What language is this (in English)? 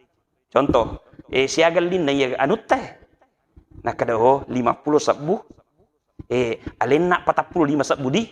Buginese